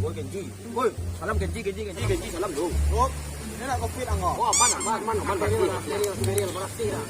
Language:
Minangkabau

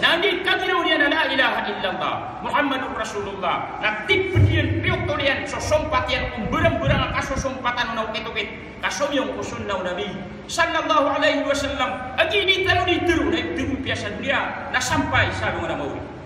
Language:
Maranao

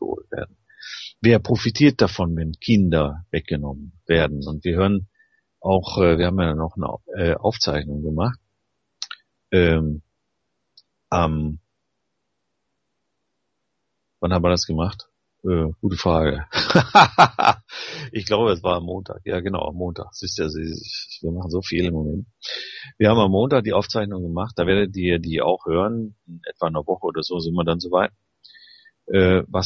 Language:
German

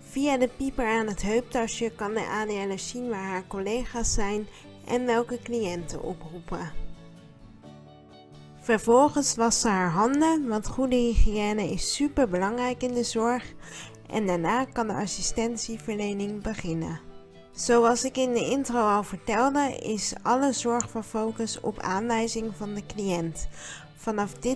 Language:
Dutch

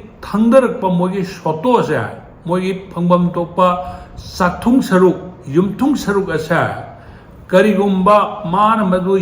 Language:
Manipuri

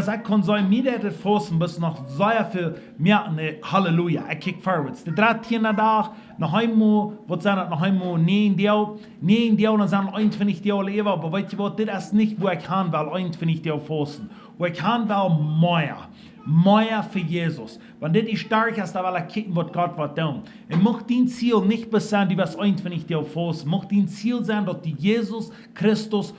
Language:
Plautdietsch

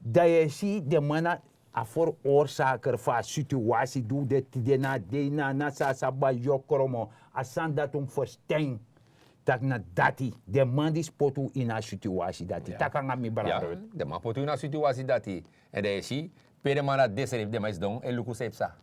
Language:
Sranan Tongo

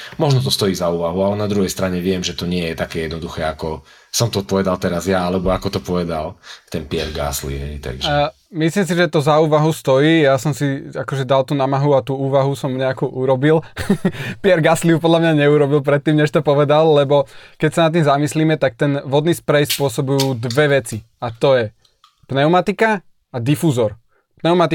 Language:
Slovak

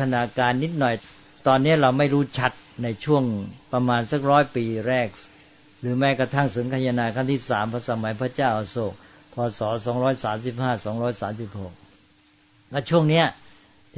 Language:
Thai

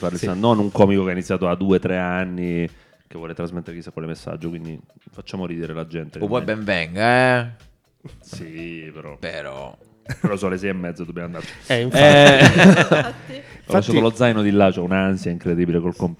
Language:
Italian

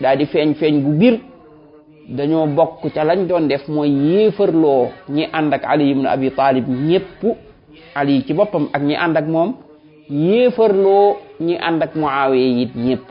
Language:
Wolof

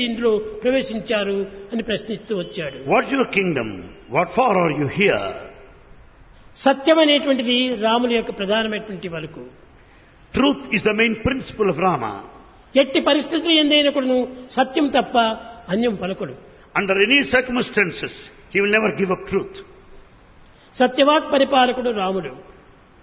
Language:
Telugu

